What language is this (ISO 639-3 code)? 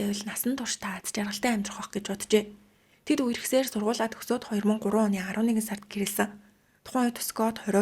mon